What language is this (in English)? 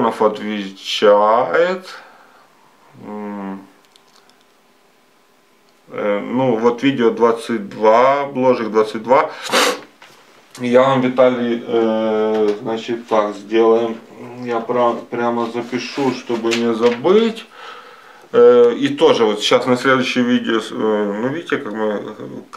Russian